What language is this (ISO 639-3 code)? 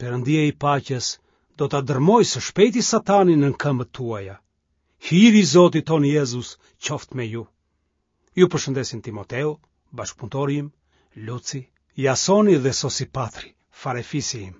sqi